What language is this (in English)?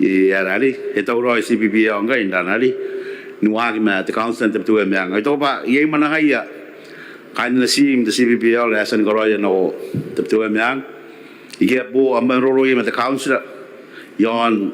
Gilbertese